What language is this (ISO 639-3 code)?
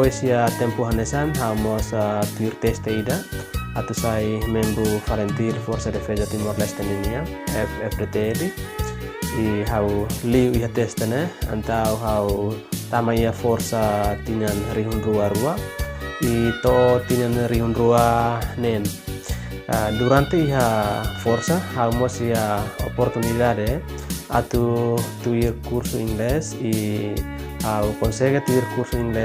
tet